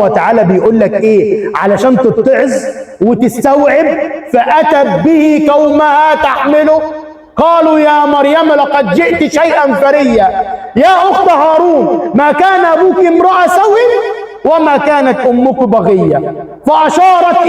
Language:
Egyptian Arabic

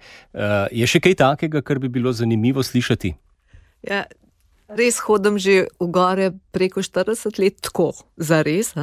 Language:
Slovenian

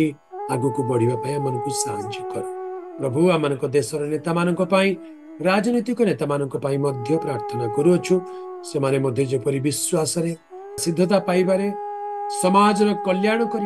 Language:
Odia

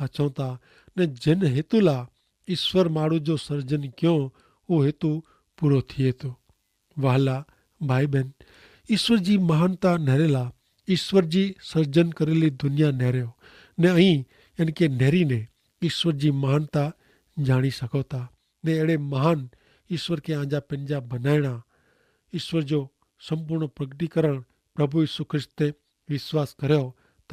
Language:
Kachhi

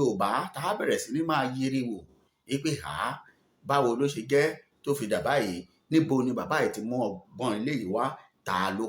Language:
Yoruba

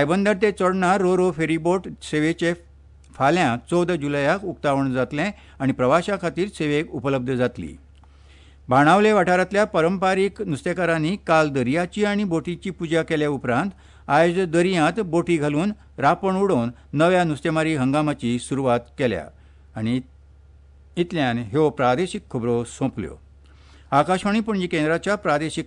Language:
Konkani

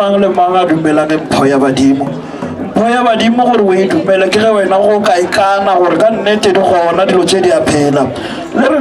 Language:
Northern Sotho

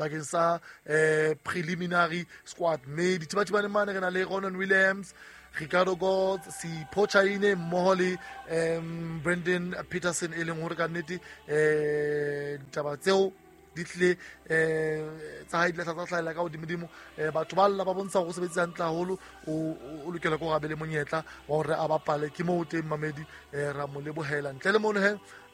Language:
Southern Sotho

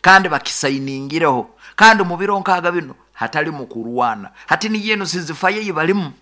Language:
Nyoro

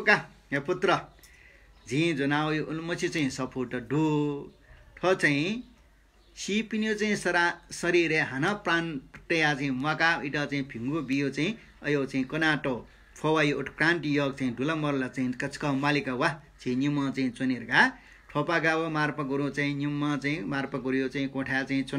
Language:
Newari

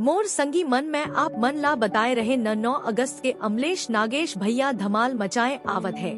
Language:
Chhattisgarhi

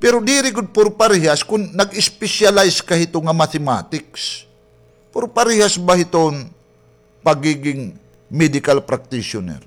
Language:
Waray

